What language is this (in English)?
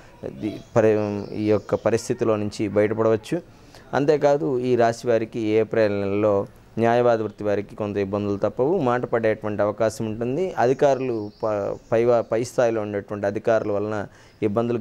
Telugu